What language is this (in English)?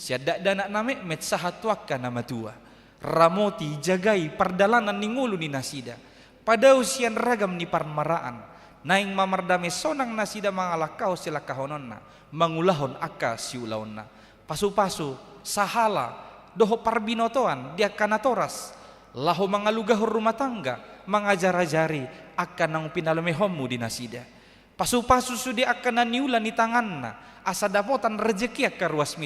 Batak Toba